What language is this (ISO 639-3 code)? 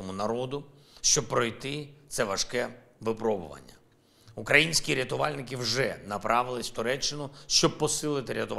ukr